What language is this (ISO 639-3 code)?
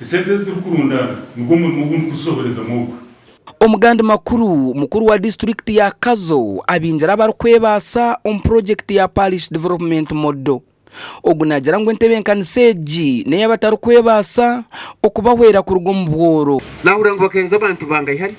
nyn